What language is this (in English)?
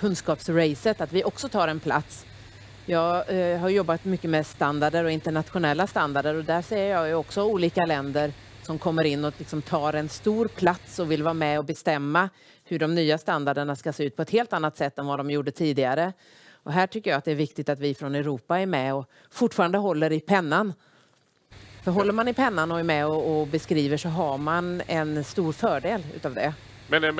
Swedish